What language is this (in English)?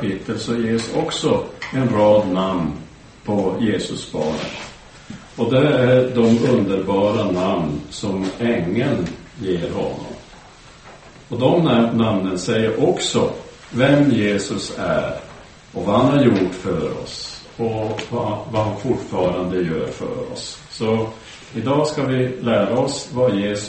Swedish